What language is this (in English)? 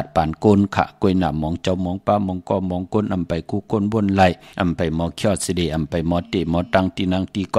Shan